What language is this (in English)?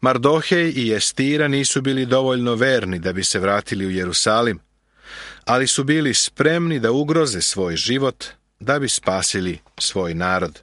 Serbian